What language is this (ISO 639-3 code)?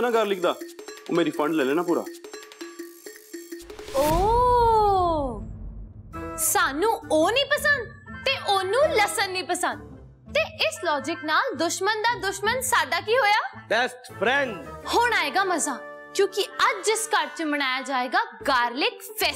pan